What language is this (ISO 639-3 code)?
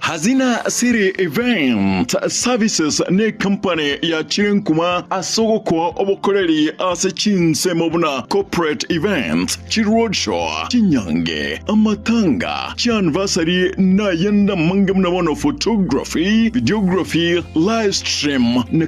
guz